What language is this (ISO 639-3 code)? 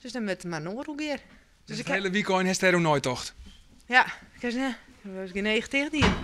fry